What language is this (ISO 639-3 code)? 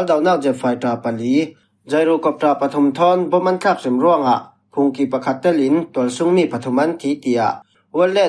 cfm